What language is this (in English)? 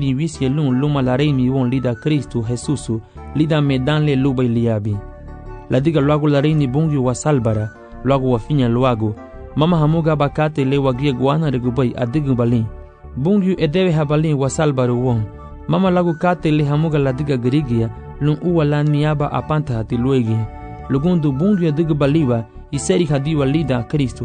Garifuna